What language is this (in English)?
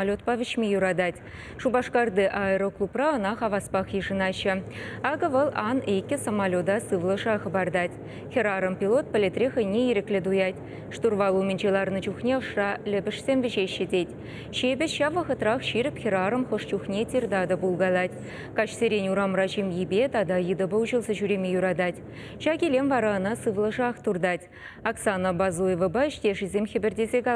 Chuvash